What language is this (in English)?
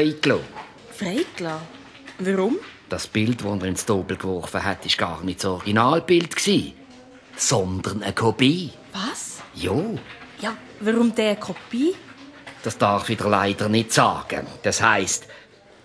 Swiss German